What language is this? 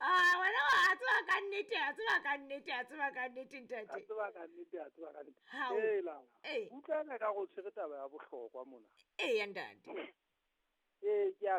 Southern Sotho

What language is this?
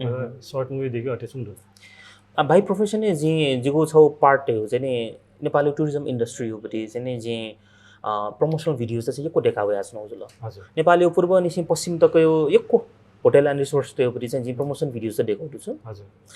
Newari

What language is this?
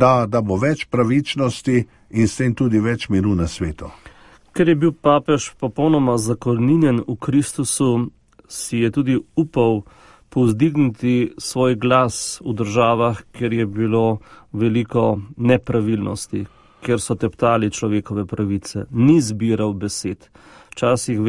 Slovenian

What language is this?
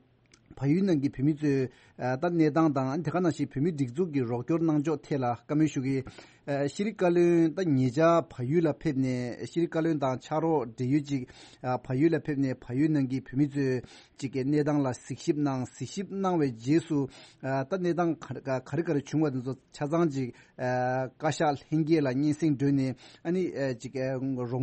Tibetan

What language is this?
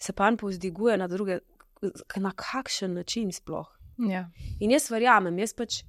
Slovenian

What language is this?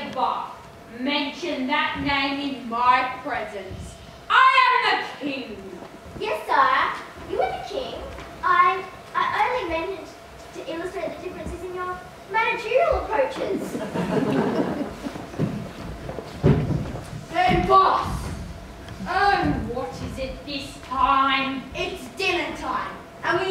English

